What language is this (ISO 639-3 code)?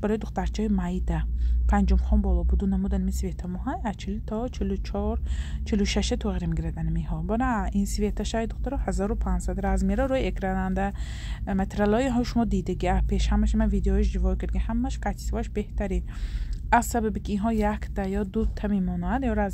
tgk